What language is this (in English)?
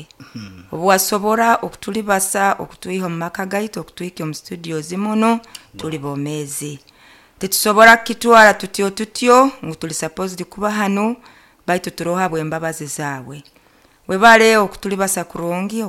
Nyoro